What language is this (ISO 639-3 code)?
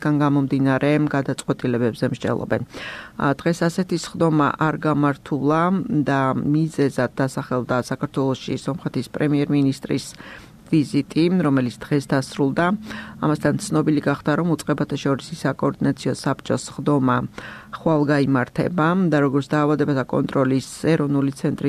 kat